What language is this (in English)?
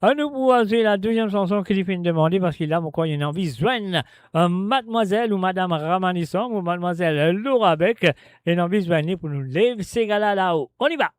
Morisyen